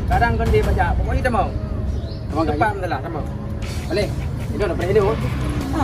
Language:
Achinese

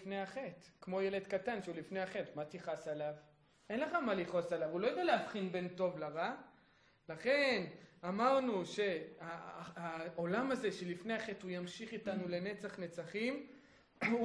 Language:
Hebrew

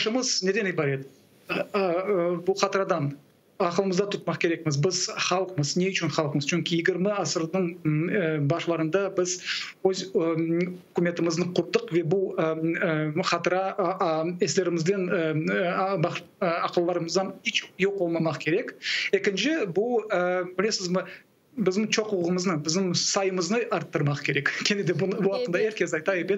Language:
Crimean Tatar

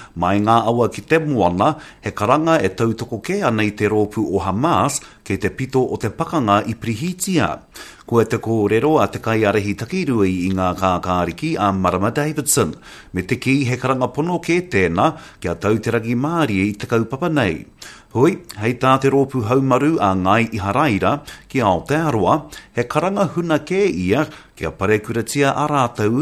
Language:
Māori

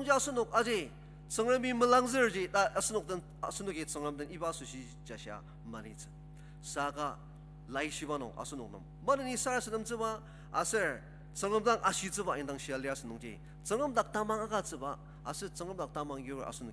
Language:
Ao Naga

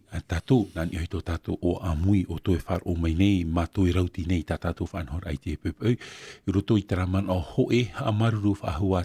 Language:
Tahitian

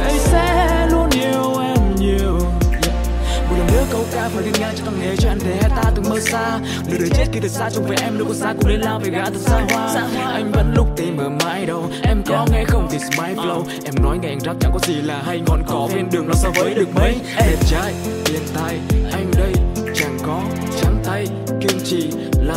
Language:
Vietnamese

